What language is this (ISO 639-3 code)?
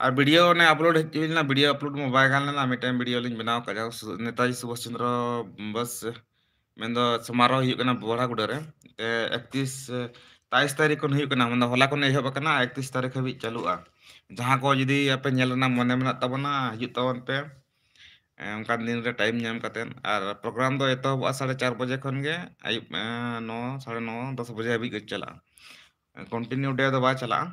sat